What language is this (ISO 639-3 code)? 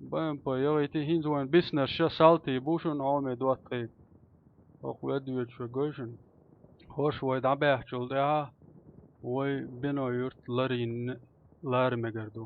che